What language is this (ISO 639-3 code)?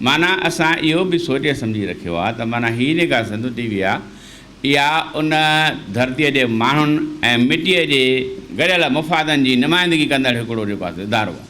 snd